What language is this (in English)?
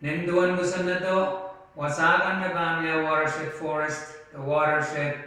Pohnpeian